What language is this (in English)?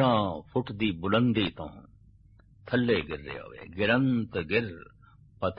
Punjabi